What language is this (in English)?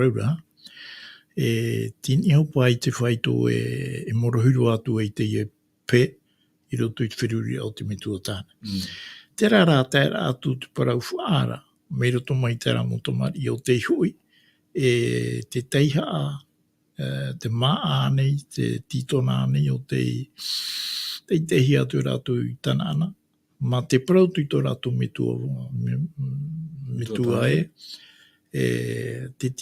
Tahitian